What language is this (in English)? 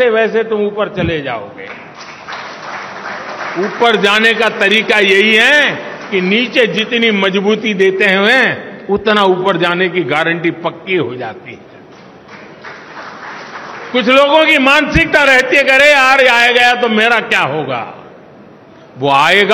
Hindi